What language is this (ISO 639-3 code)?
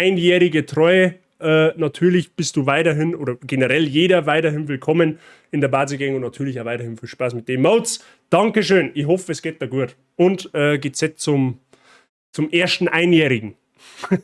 bar